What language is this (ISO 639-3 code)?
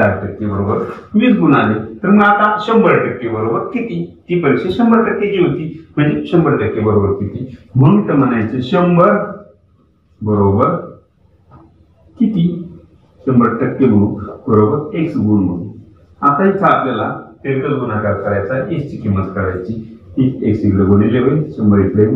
mar